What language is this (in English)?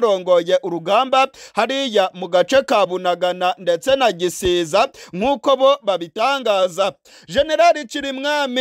Kinyarwanda